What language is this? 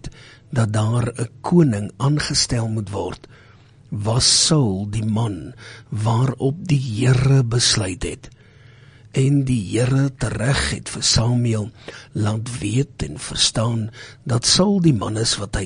Afrikaans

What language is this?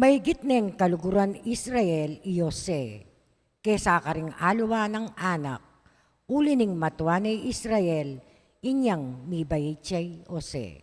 Pampanga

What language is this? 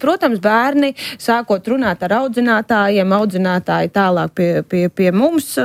Latvian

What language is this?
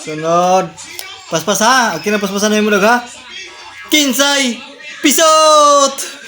Cebuano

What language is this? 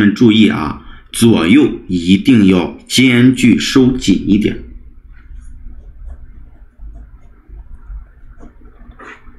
Chinese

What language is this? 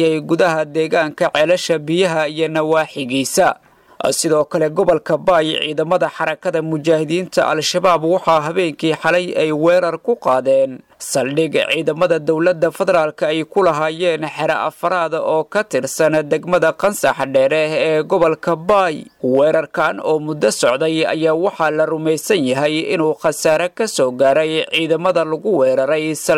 Somali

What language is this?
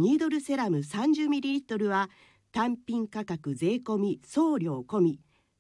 Japanese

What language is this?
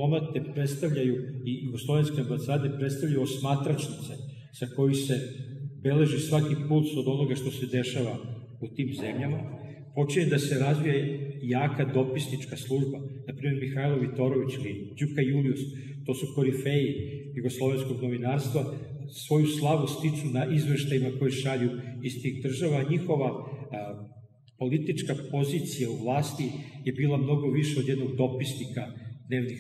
Serbian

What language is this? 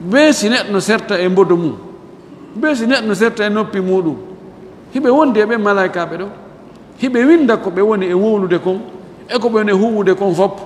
Fula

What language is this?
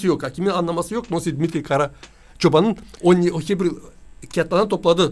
Gagauz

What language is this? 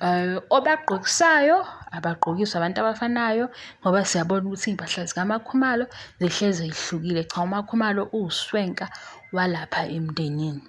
Zulu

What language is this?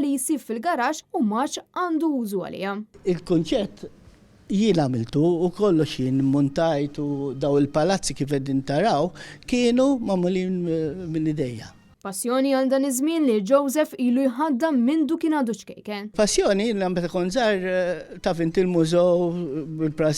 Maltese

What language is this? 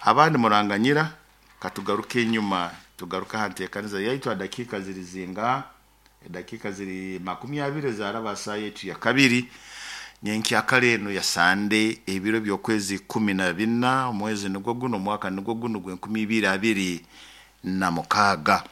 Nyoro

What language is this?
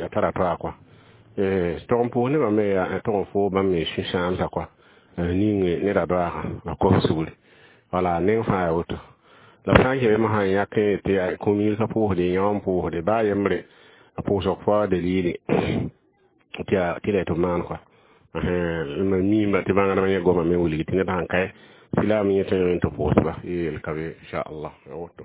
Mossi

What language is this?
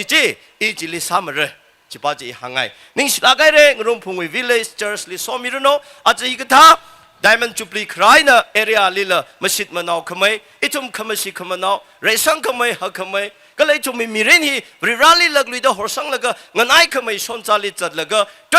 Tangkhul Naga (India)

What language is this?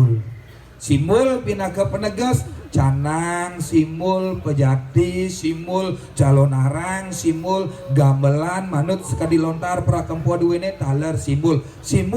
Balinese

